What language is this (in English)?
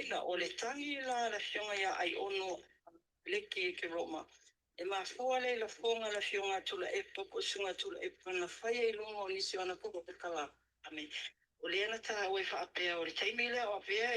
Samoan